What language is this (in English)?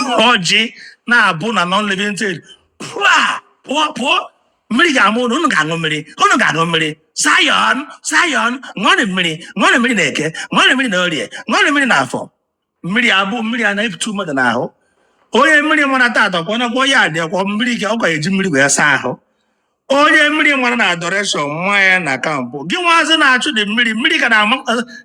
Igbo